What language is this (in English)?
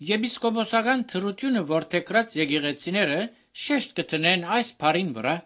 Armenian